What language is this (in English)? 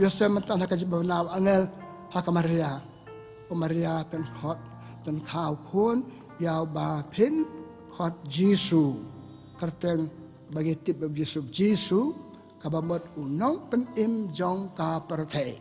Khasi